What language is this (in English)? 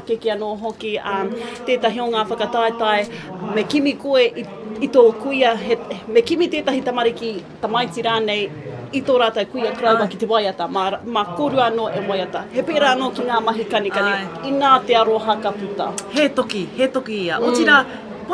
Māori